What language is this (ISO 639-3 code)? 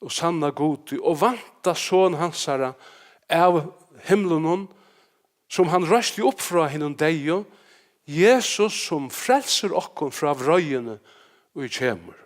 fao